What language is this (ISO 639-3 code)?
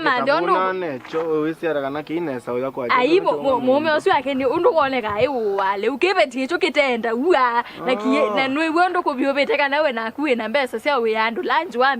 kam